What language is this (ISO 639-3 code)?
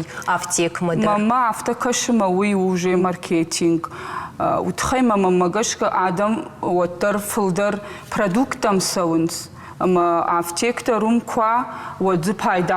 oss